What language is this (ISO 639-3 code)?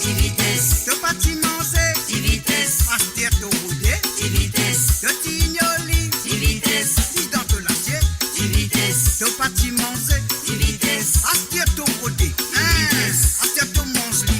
mfe